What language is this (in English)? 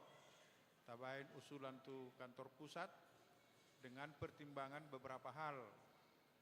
Batak Toba